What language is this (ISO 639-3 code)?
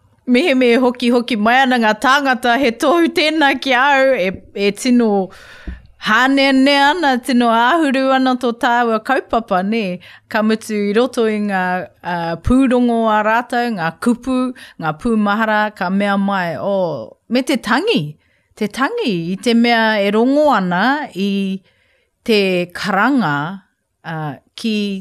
mri